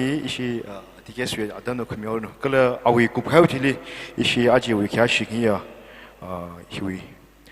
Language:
Tangkhul Naga (India)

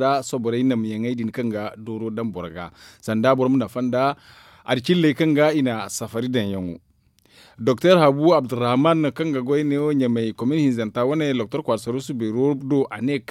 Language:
Zarma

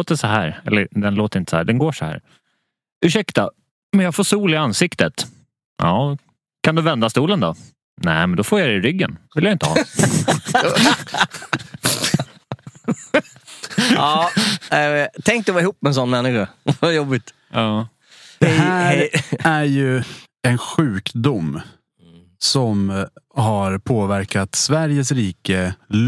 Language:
Swedish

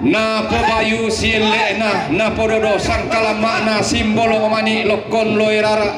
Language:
Toraja-Sa'dan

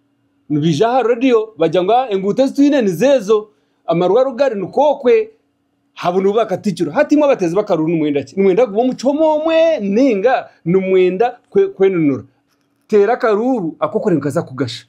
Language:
Nyankole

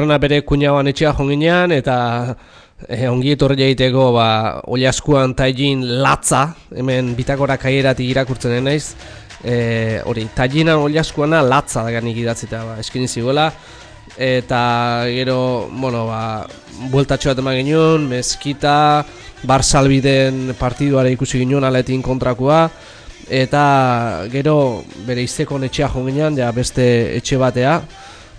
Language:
Basque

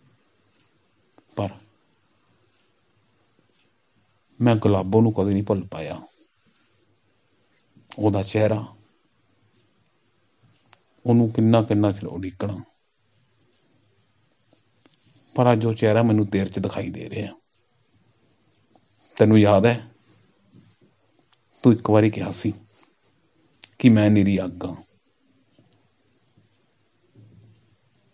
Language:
Punjabi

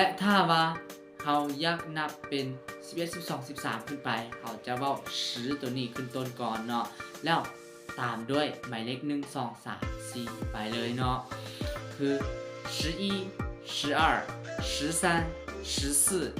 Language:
Lao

